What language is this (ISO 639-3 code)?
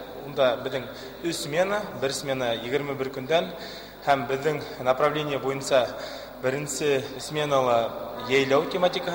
bak